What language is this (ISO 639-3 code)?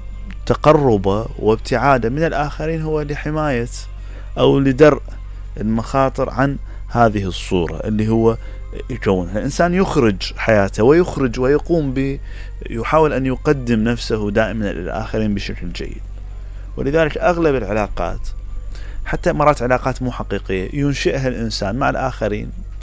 acm